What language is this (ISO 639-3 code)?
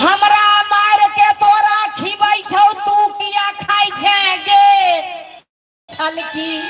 mai